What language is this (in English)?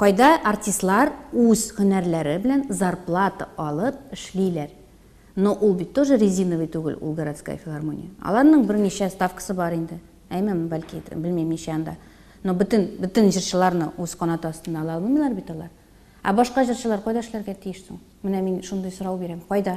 Tatar